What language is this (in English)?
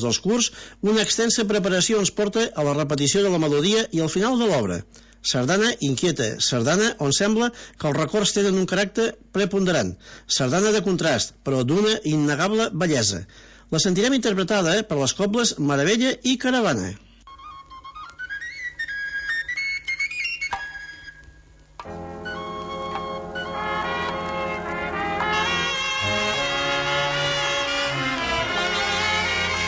Catalan